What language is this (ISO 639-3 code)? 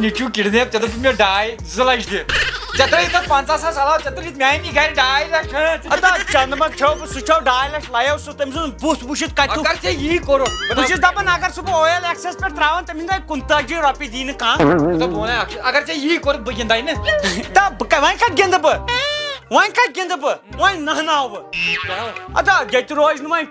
kas